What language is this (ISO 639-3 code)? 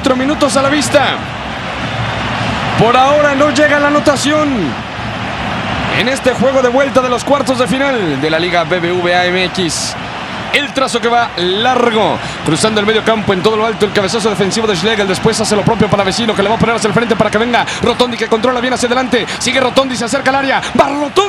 spa